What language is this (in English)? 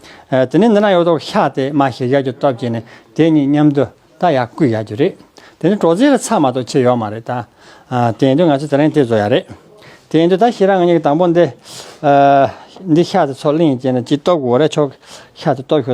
Tibetan